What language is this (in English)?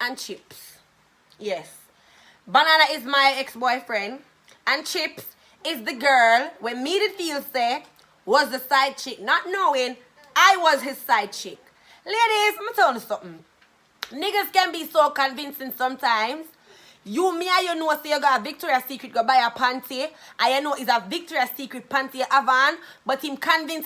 Jamaican Creole English